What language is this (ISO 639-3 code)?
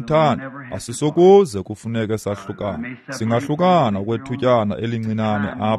xho